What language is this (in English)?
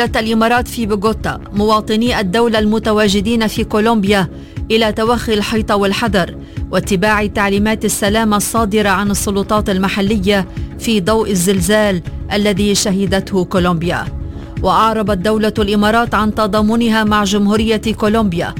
Arabic